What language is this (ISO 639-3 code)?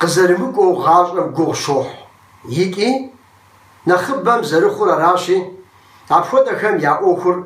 kbd